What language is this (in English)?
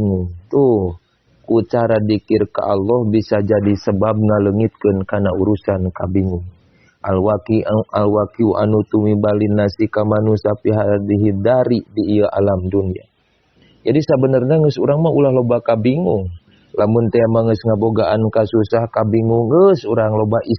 Sundanese